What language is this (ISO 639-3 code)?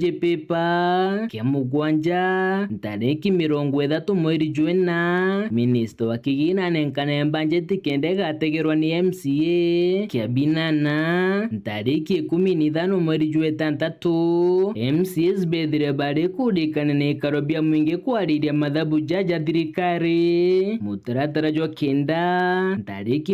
mer